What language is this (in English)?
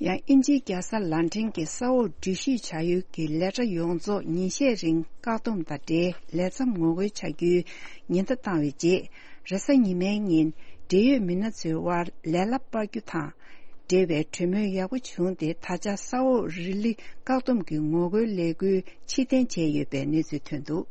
Tibetan